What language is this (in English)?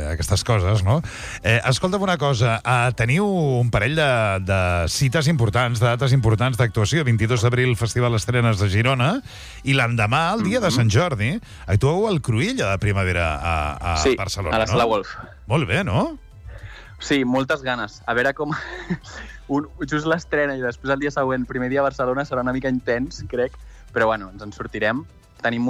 Catalan